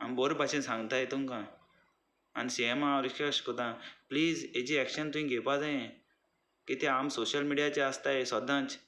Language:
Konkani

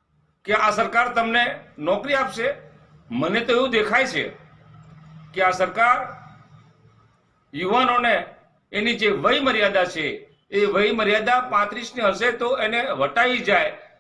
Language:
Gujarati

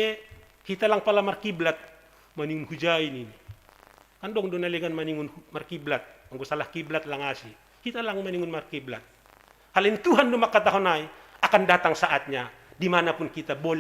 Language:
Batak Simalungun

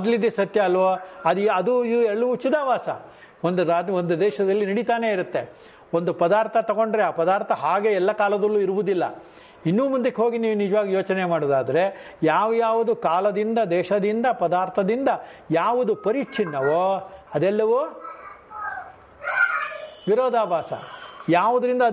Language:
Kannada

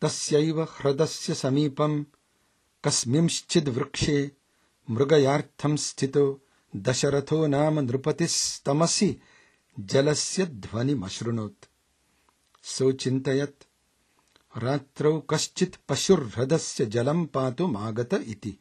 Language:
Sanskrit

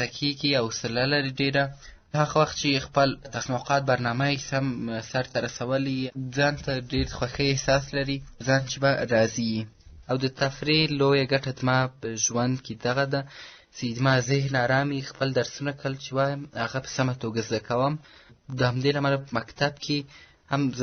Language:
Pashto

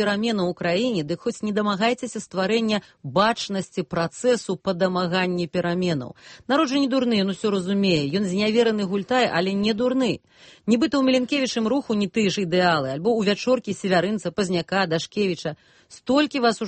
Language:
Belarusian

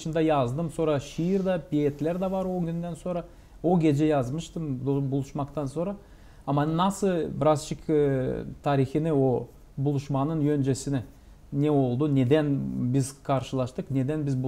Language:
Gagauz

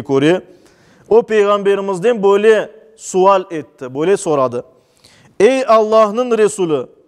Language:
Crimean Tatar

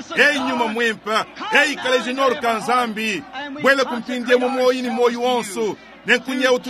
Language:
Luba-Lulua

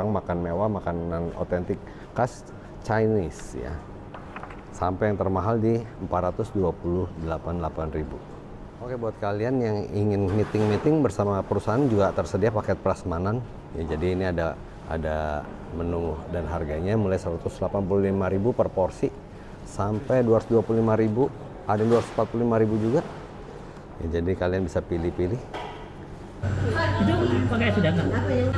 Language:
Indonesian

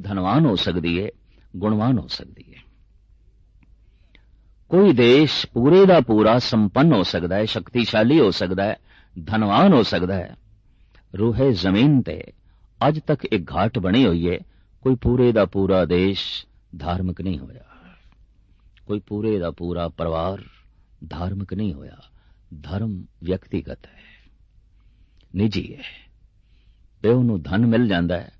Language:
Punjabi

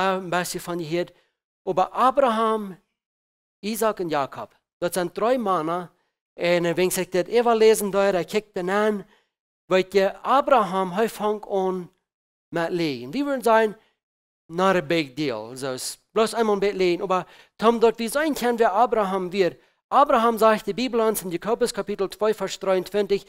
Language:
Plautdietsch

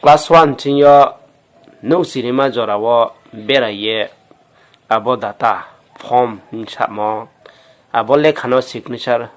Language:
Riang (India)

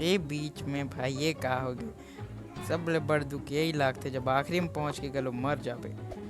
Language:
Chhattisgarhi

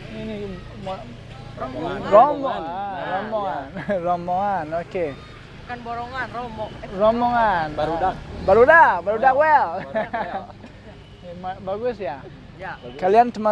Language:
Sundanese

